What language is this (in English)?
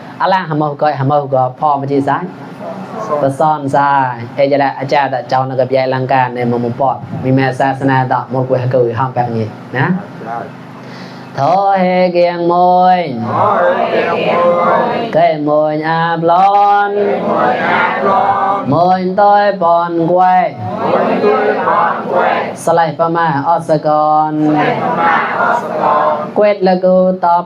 Mon